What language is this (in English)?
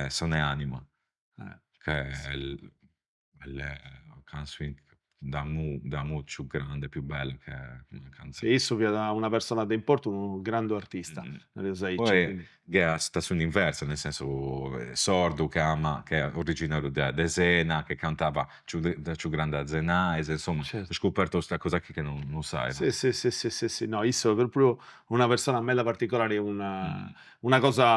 Sardinian